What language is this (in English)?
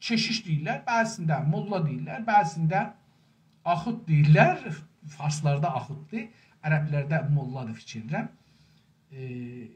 South Azerbaijani